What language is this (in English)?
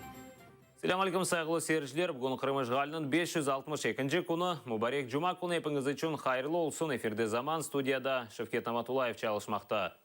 Crimean Tatar